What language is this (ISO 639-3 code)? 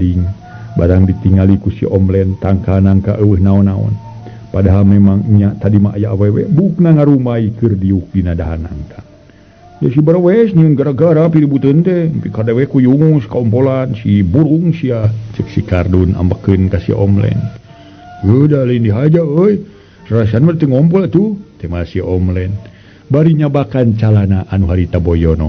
sun